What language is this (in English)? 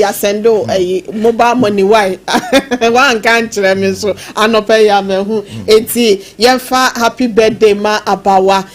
Akan